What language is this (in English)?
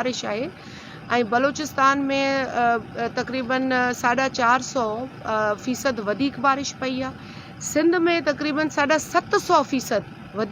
Sindhi